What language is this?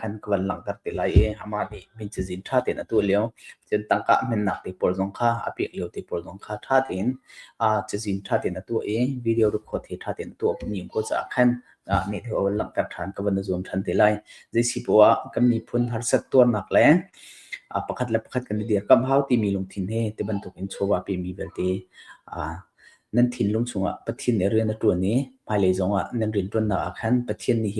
Hakha Chin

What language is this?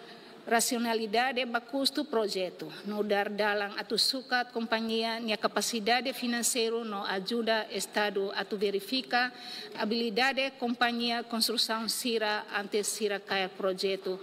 Tetum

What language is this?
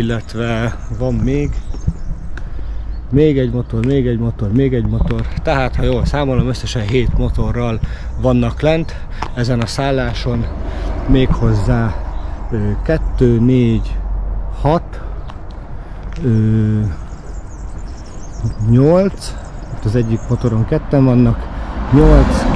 Hungarian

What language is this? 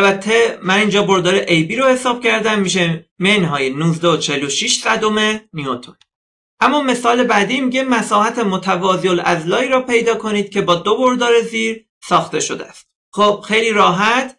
Persian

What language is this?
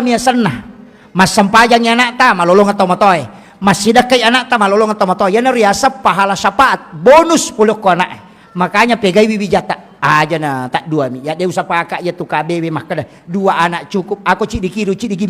Buginese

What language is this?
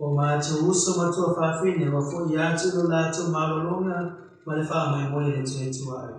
Samoan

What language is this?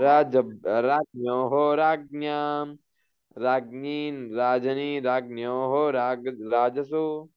Sanskrit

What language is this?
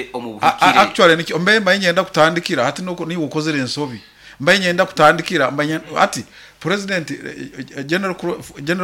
Nyoro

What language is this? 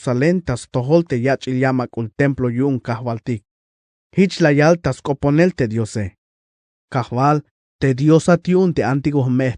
Tzeltal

